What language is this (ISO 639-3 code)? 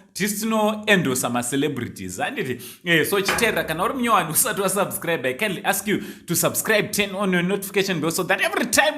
sna